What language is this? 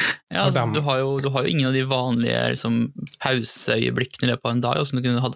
Norwegian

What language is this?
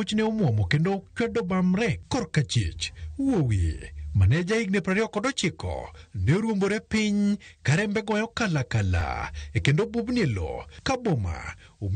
Luo (Kenya and Tanzania)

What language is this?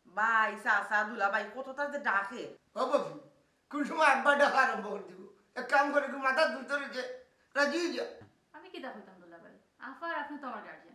Sylheti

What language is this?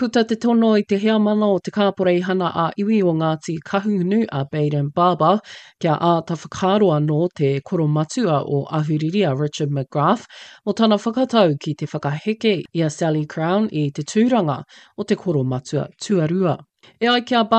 Māori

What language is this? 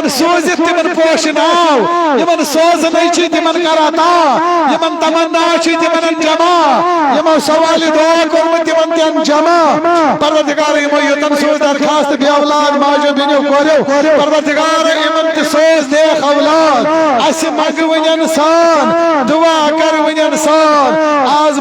Kashmiri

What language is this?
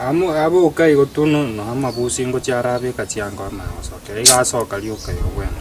Gusii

